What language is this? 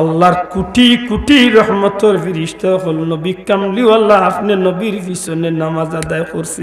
Sylheti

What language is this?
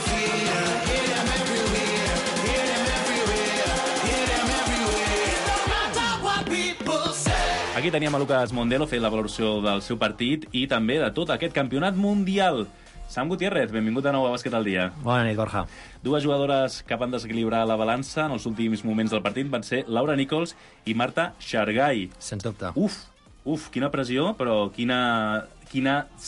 Catalan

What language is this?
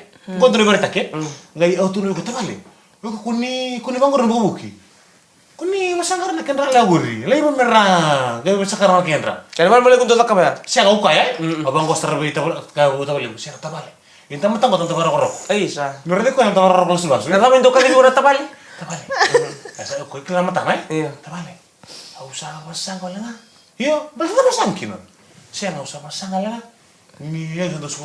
Fijian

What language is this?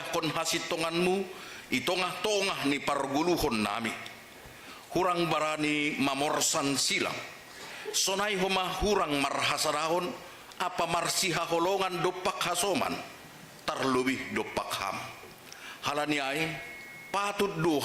Batak Simalungun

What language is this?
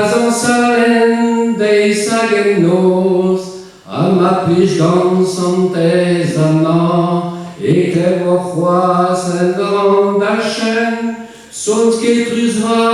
Breton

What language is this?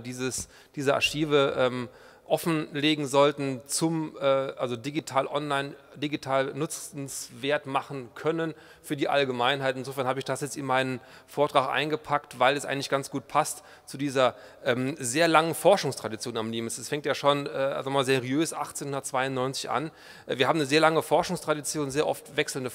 German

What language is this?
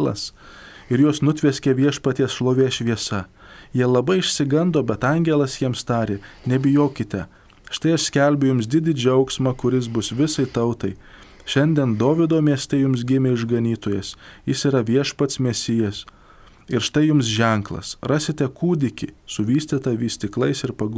Lithuanian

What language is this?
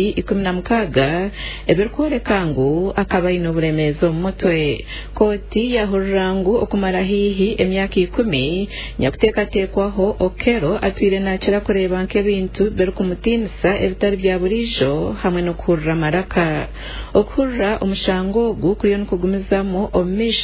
Nyankole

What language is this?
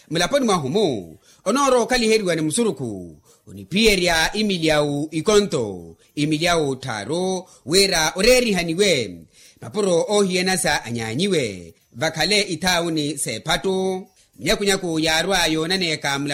Makhuwa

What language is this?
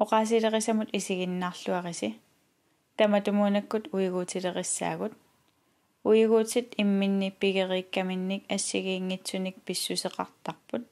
Kalaallisut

